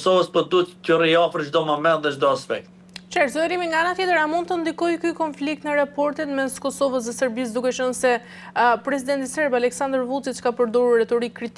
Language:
Albanian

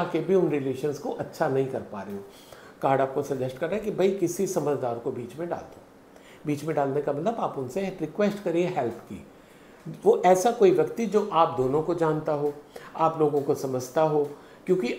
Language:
Hindi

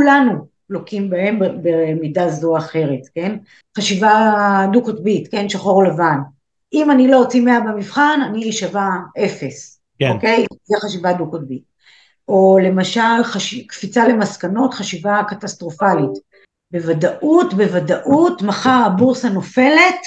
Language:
Hebrew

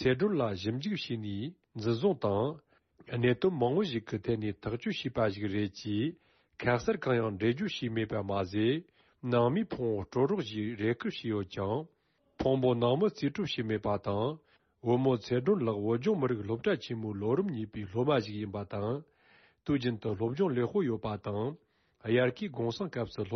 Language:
Tibetan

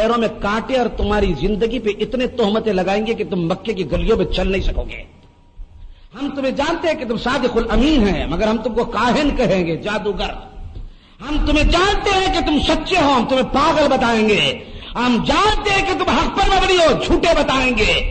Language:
Urdu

